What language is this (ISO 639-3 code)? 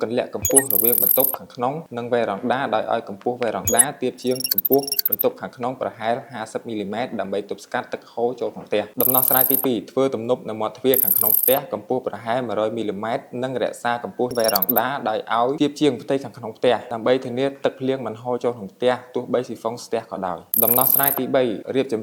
khm